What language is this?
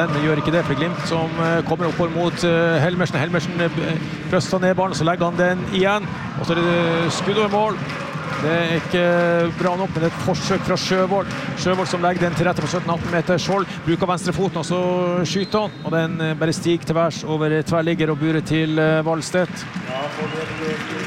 Norwegian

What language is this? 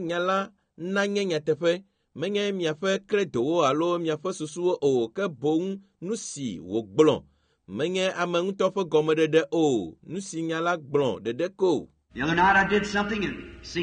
Ewe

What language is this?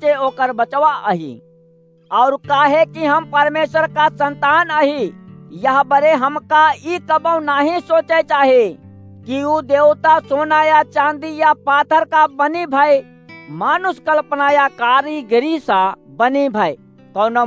Awadhi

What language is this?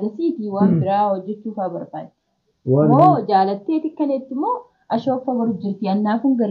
Oromo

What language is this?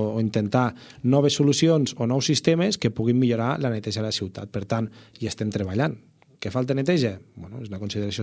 Catalan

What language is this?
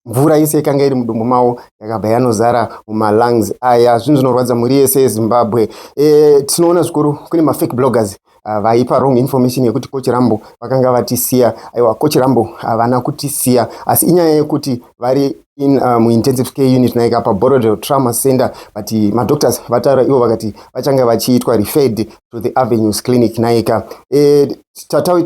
Shona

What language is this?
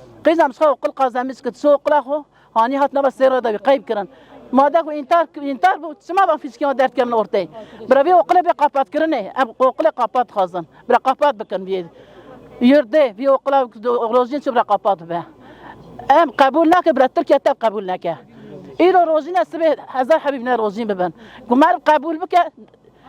Kurdish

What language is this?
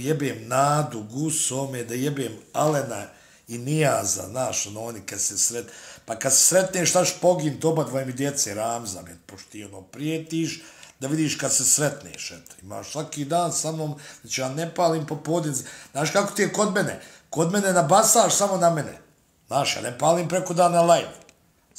Bosnian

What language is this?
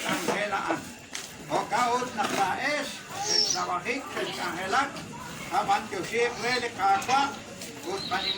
Kekchí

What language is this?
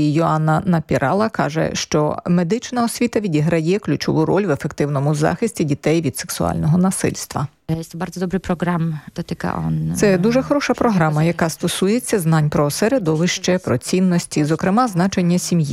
Ukrainian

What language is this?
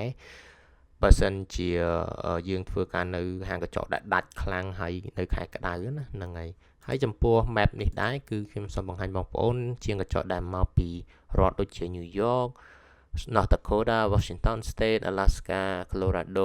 Khmer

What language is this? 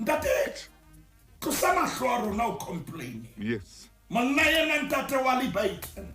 Southern Sotho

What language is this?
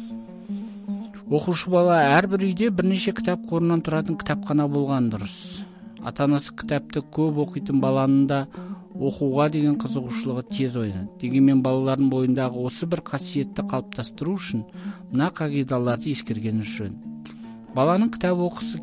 Kazakh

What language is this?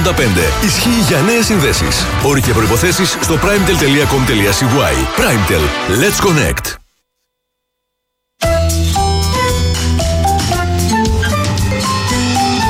Greek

